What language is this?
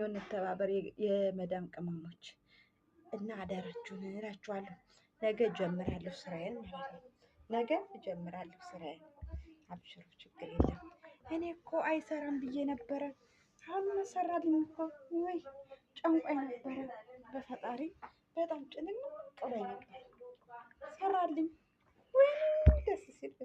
Amharic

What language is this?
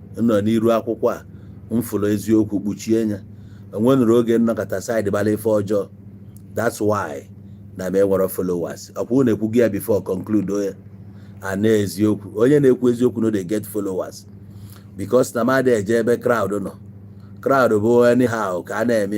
Igbo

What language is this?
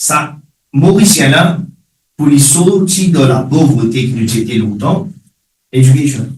Morisyen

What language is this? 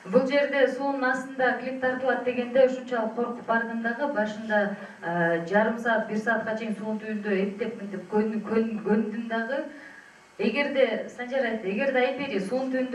Kyrgyz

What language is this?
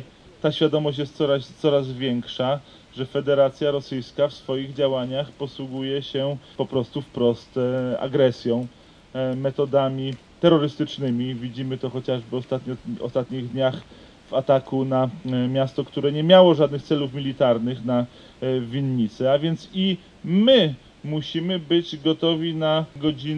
Polish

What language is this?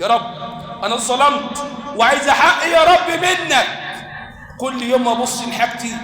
Egyptian Arabic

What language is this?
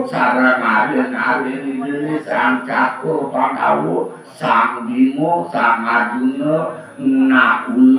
Balinese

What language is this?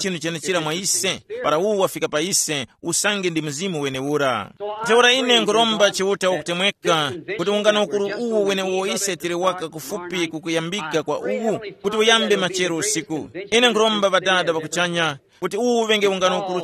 Tumbuka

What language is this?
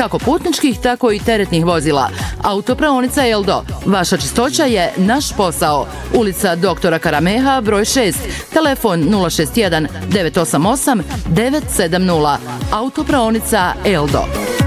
Bosnian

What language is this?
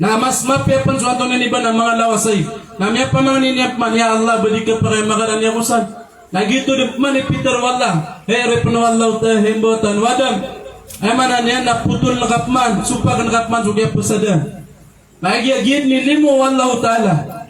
Maranao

